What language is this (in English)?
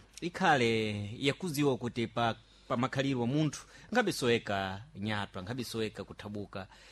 Sena